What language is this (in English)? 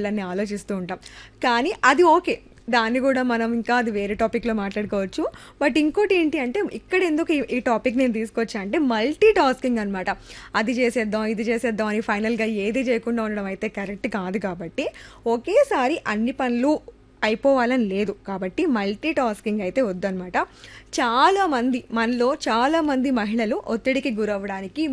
Telugu